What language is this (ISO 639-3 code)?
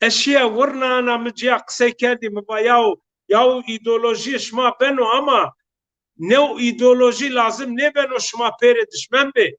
zza